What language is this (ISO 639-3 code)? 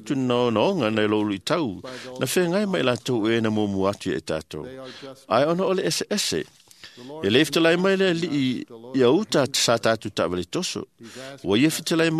smo